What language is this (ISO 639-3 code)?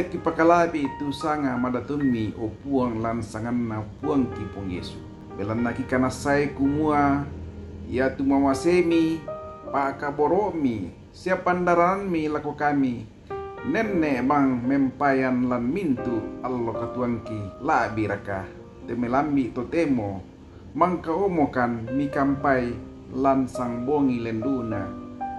sda